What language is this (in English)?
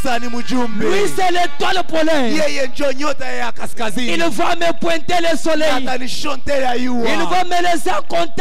Swahili